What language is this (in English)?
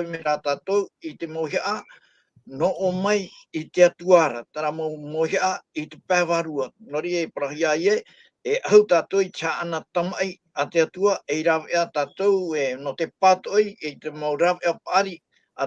Tahitian